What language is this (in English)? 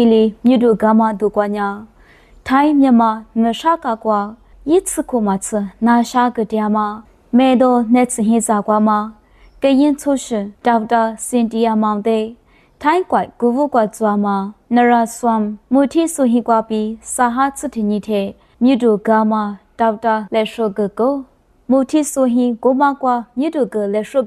Lisu